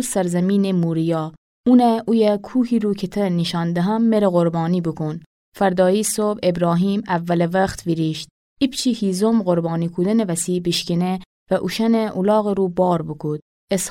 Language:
Gilaki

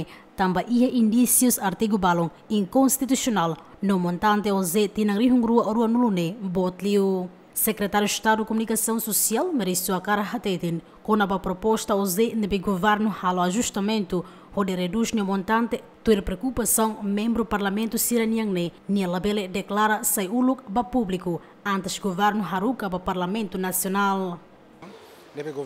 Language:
Tetum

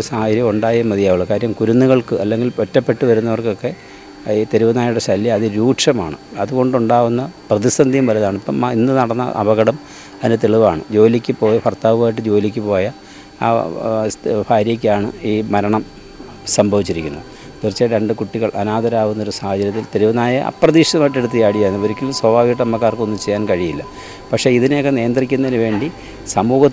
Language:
Malayalam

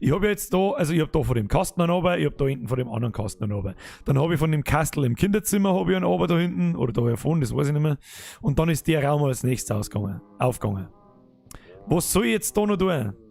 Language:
Bavarian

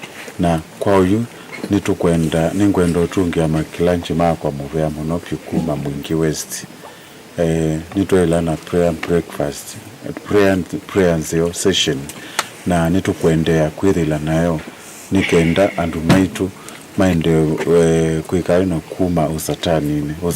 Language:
Kamba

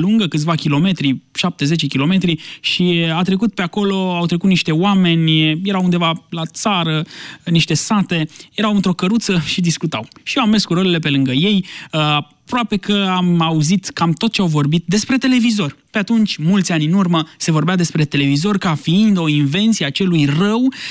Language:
Romanian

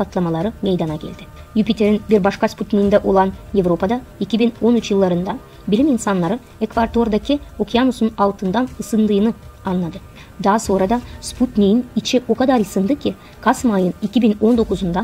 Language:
Gagauz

